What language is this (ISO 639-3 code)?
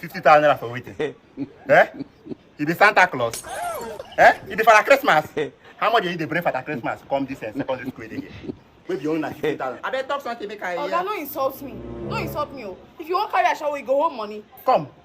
pcm